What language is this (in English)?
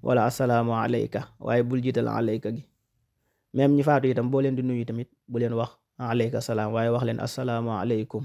Wolof